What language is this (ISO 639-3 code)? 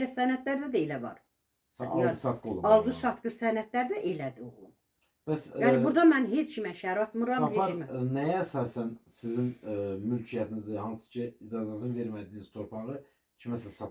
aze